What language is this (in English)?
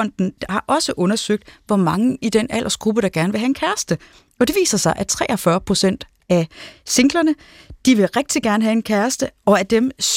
Danish